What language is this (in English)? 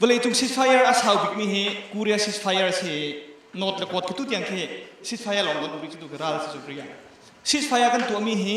Hakha Chin